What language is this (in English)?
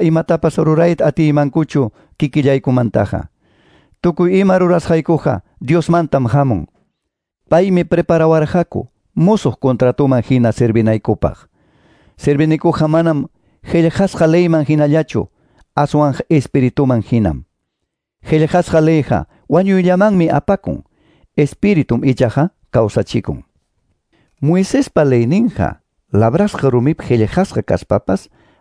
Quechua